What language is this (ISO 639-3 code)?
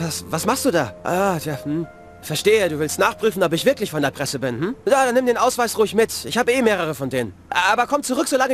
bar